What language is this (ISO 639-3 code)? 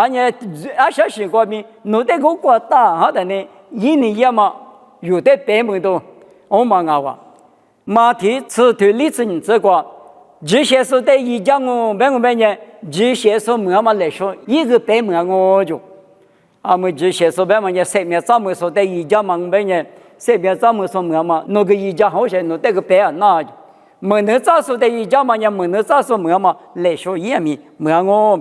lis